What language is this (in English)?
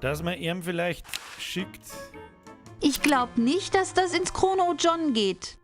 Bavarian